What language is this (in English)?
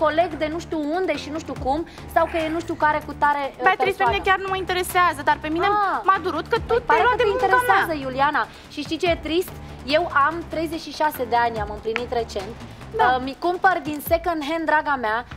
Romanian